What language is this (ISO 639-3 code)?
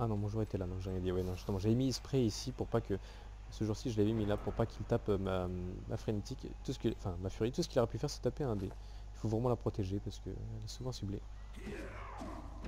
fra